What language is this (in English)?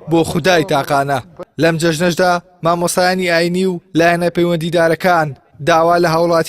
Central Kurdish